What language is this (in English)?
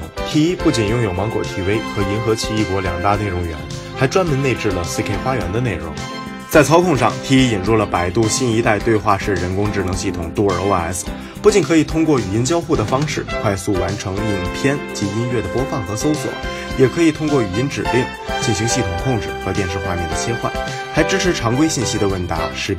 Chinese